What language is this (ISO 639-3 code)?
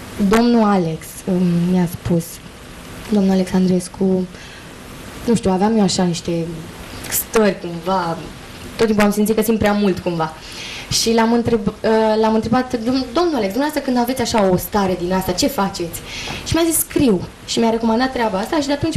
ron